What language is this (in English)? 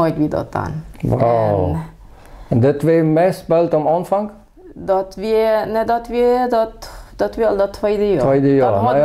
Plautdietsch